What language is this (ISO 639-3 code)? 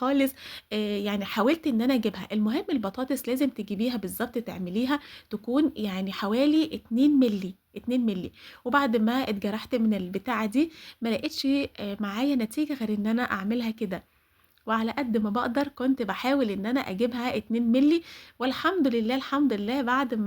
arz